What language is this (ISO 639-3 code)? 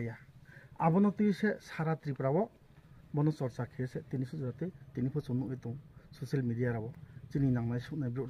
ria